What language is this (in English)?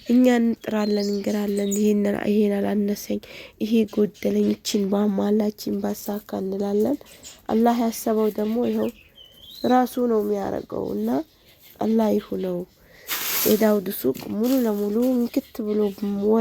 Amharic